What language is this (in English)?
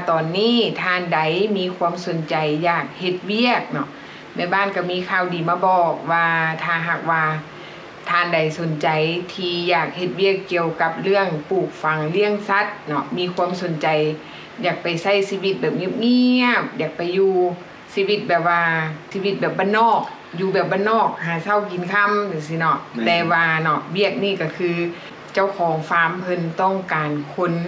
Lao